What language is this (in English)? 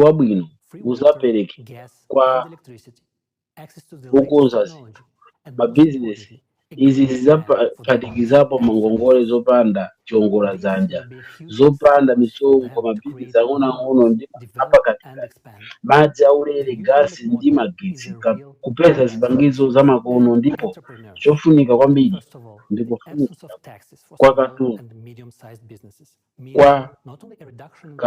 Nyanja